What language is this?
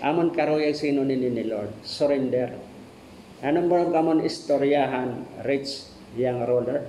Waray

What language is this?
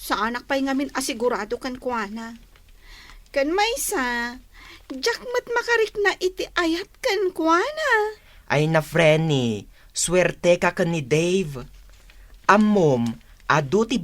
Iloko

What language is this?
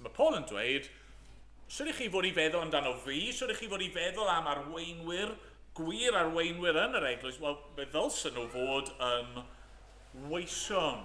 Welsh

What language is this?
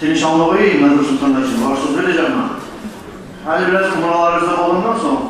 Kumyk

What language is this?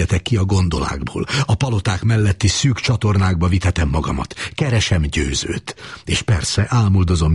Hungarian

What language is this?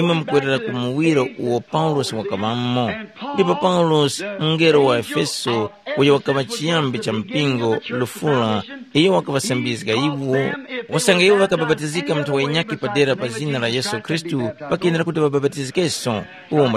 Tumbuka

